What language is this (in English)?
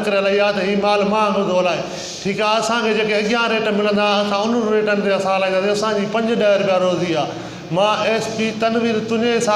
Sindhi